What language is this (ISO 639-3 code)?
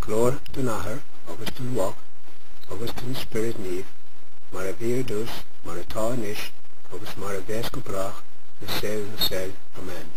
gle